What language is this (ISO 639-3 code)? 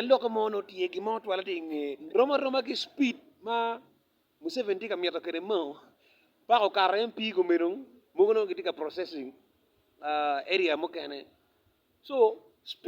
ach